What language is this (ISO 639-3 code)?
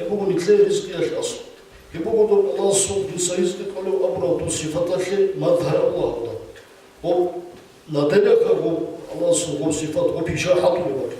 ava